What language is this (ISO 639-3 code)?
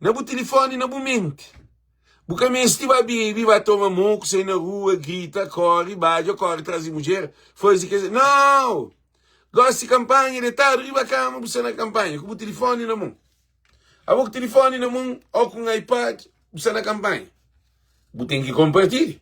kea